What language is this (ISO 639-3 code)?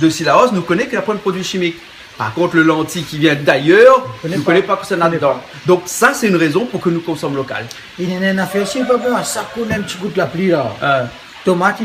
rcf